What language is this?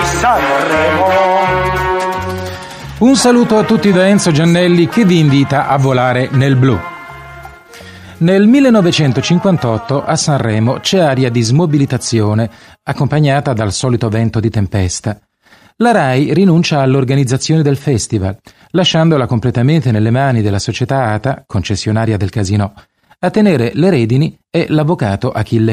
Italian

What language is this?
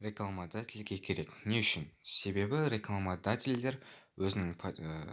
Kazakh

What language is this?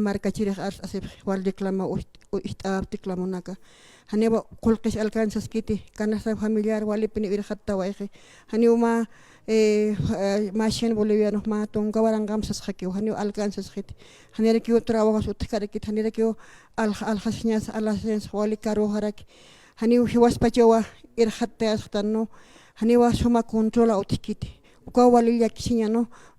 Aymara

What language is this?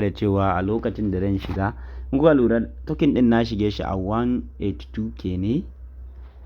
Hausa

